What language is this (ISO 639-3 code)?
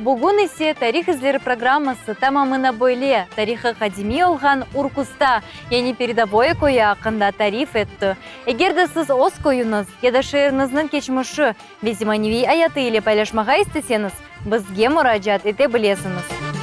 crh